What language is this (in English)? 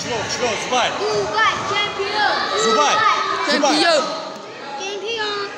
Tajik